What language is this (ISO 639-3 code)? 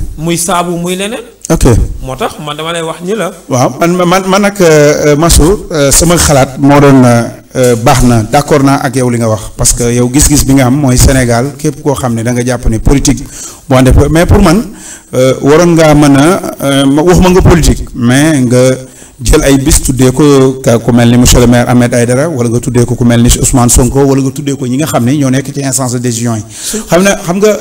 wol